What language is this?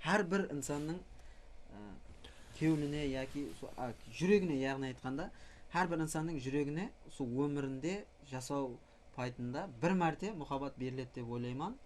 Kara-Kalpak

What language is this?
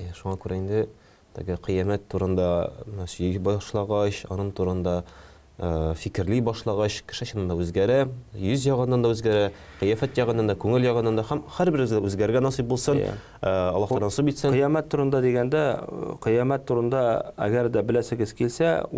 Tatar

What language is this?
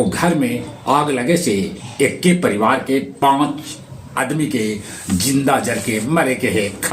Magahi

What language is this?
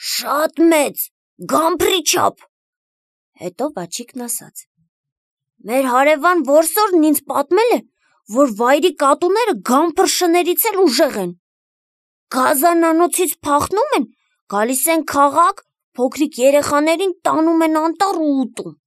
Armenian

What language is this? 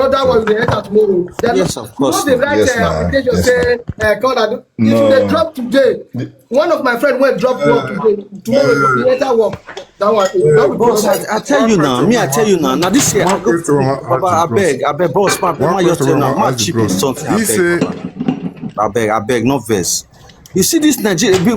Nigerian Pidgin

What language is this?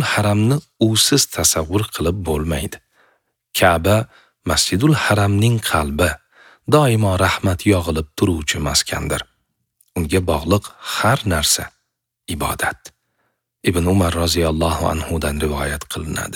Uzbek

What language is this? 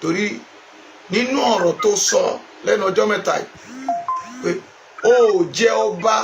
Yoruba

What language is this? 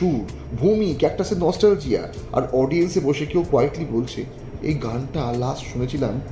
Bangla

